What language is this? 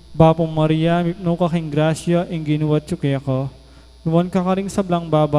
Pampanga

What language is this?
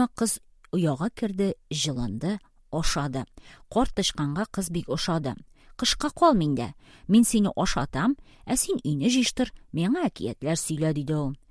Tatar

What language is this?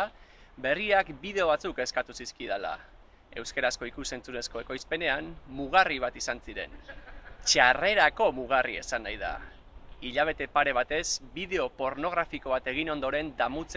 Basque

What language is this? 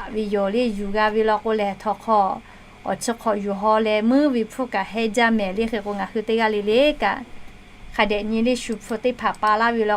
Lahu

